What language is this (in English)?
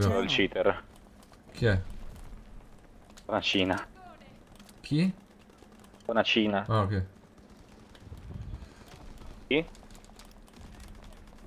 Italian